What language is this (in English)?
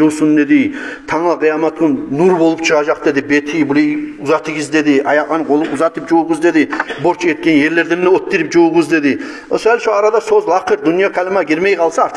Kumyk